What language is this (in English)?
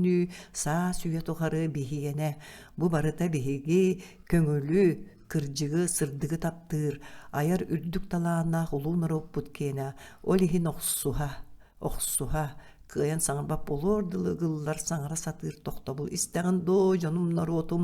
Yakut